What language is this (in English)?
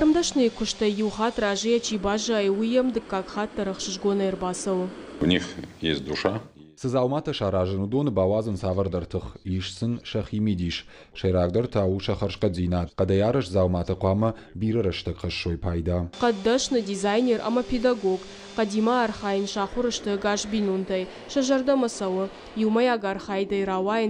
Ossetic